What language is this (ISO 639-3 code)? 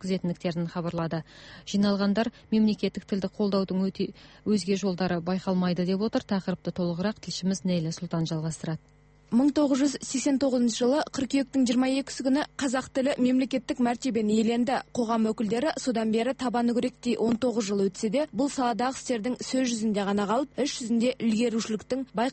kaz